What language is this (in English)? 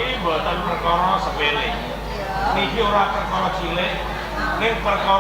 Javanese